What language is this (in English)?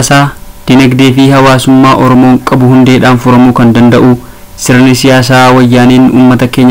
Oromo